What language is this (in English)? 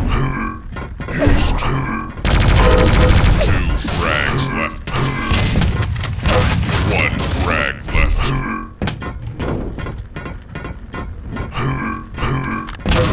English